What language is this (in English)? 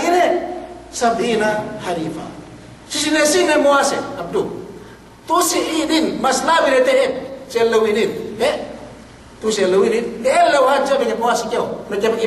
Yakan